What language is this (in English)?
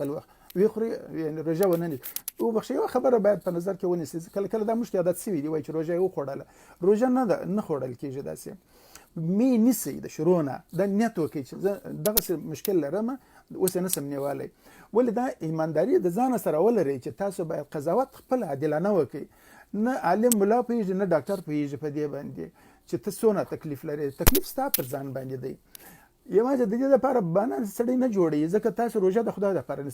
Pashto